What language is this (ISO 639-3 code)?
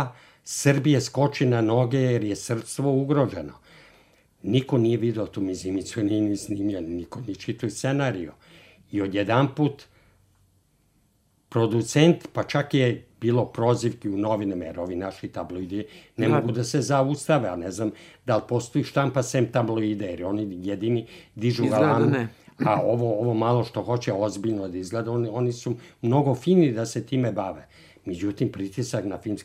srp